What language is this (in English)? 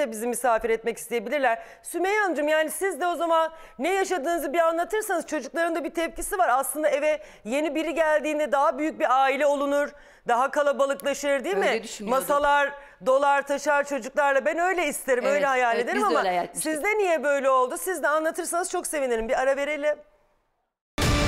Turkish